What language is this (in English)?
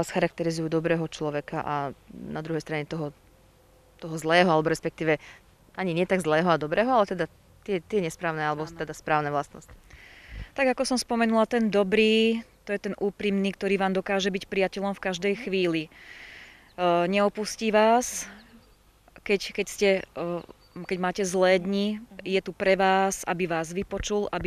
Slovak